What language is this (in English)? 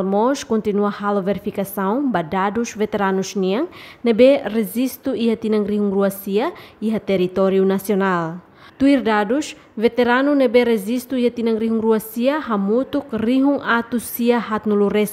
Tetum